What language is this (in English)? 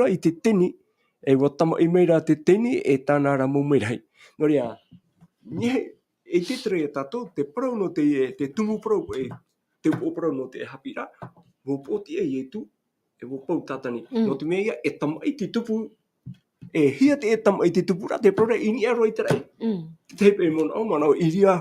Tahitian